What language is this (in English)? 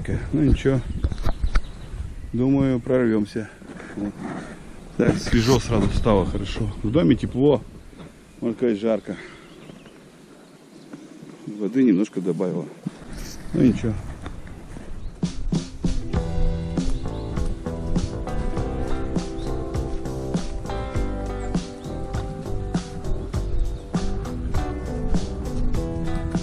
Russian